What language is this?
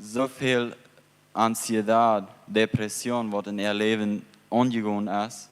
Plautdietsch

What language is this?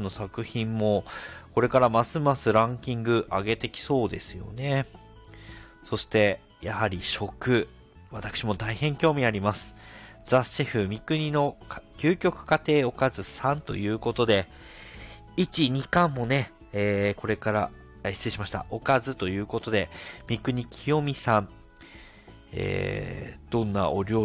Japanese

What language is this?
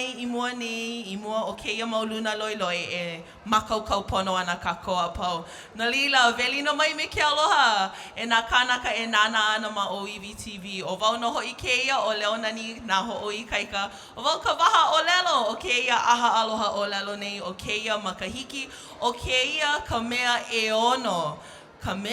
Hawaiian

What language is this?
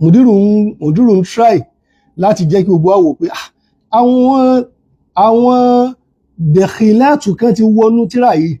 Yoruba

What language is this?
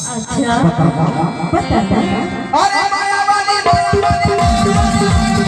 Chhattisgarhi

